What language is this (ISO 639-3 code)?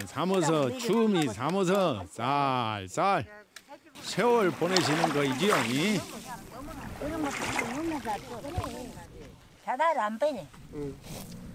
kor